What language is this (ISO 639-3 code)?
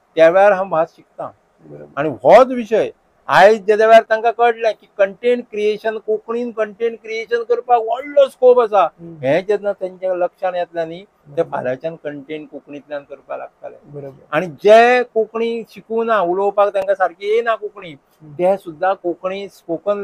kok